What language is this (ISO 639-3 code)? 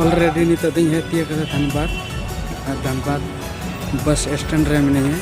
sat